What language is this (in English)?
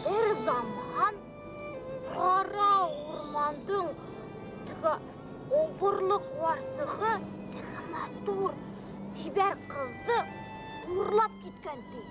Bashkir